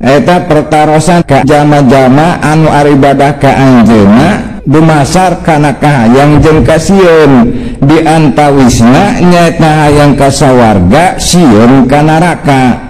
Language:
Sundanese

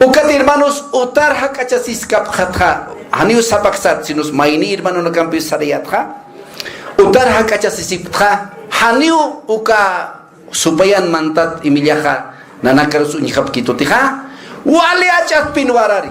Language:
Aymara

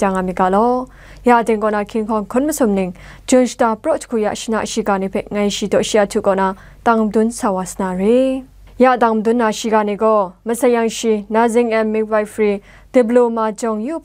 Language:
Kachin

